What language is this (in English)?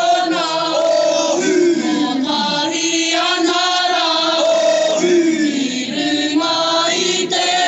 Māori